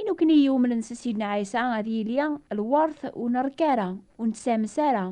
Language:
Kabyle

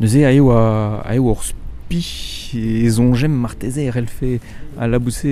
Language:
Breton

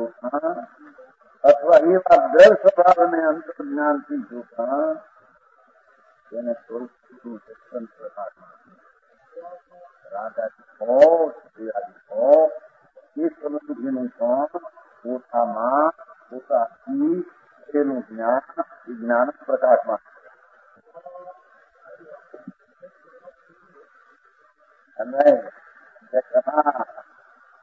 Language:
Gujarati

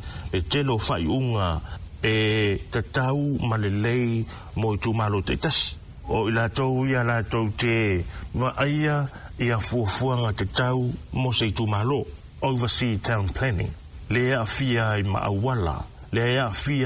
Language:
Samoan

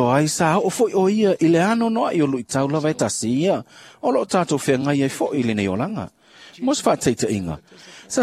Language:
Samoan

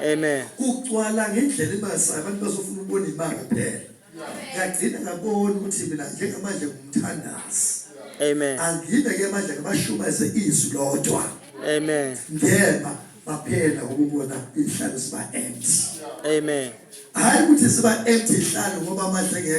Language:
Zulu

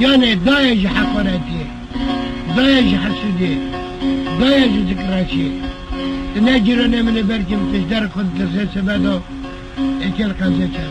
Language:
Kurdish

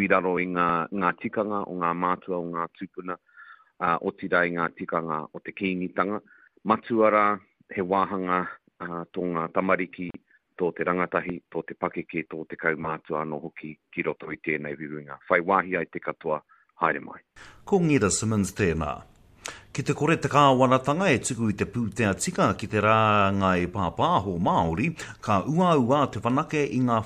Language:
Māori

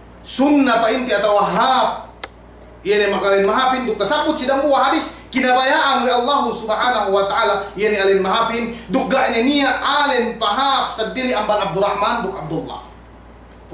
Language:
Yakan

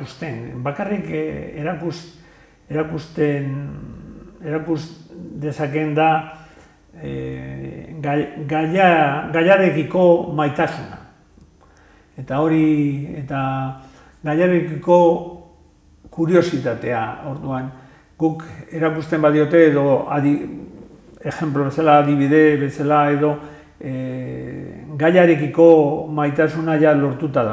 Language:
Basque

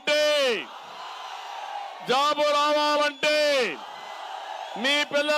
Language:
Telugu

